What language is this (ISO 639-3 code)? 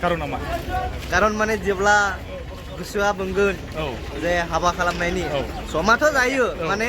brx